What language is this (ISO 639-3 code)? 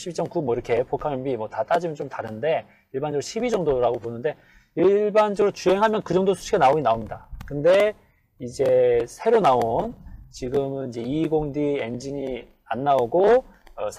kor